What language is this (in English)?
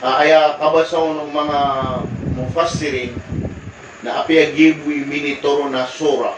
Maranao